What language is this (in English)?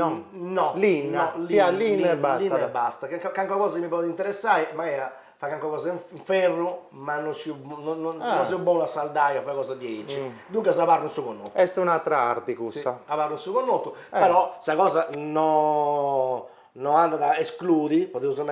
Sardinian